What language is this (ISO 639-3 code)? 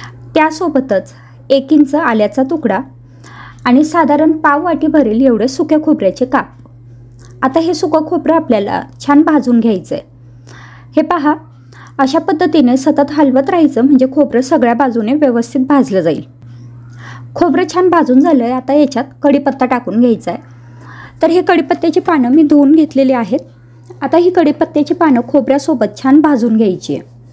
mar